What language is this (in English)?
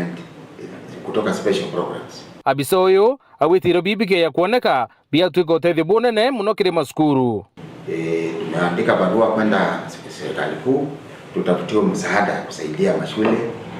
Meru